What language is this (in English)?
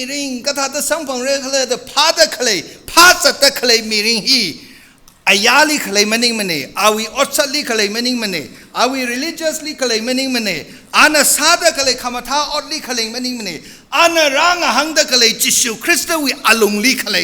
Tangkhul Naga (India)